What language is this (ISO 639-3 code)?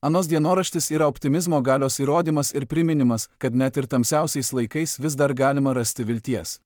lit